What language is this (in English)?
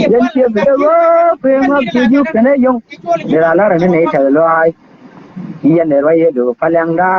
Nuer